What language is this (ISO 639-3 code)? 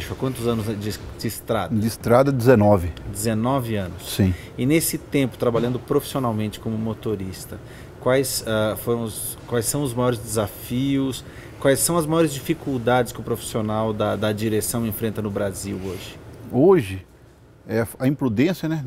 por